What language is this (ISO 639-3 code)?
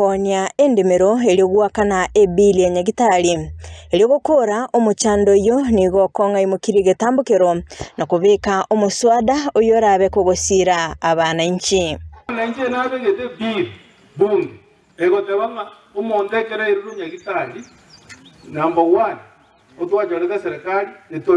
guz